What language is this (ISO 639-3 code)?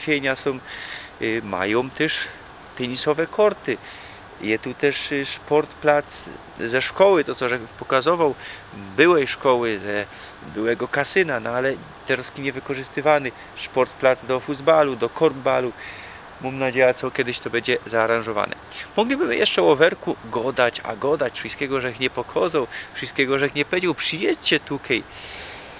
szl